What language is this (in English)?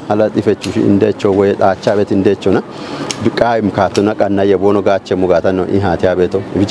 Kafa